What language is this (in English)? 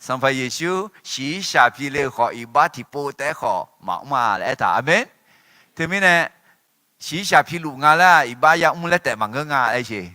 Akha